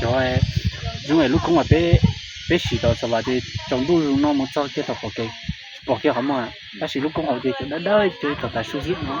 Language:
Hmong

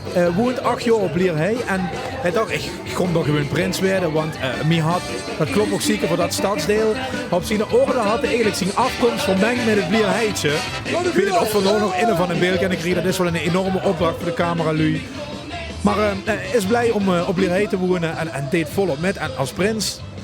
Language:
Limburgish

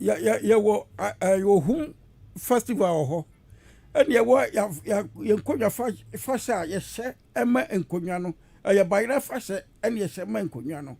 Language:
Akan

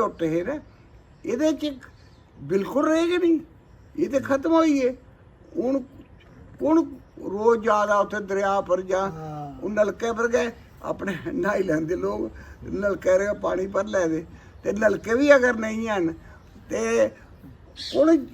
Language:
Dogri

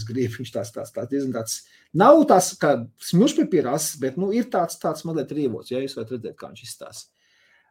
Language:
Latvian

